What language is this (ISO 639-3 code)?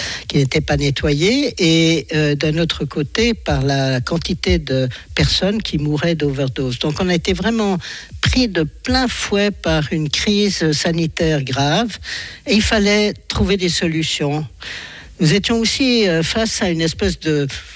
fra